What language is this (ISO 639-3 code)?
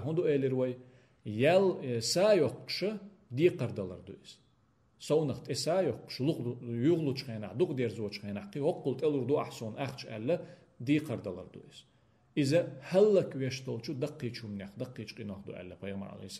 che